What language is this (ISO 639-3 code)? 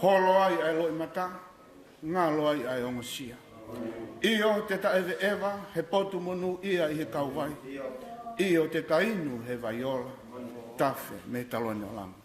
ton